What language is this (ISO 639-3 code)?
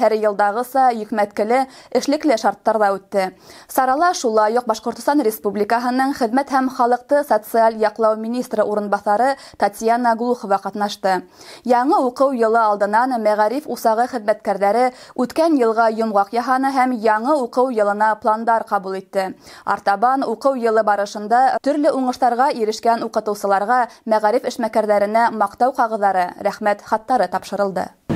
bak